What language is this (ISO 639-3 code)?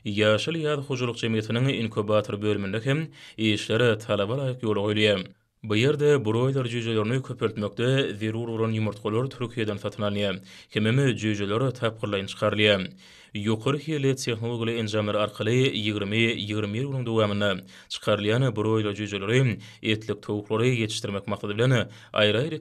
tuk